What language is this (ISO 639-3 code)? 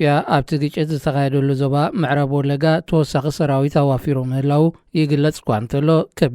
tir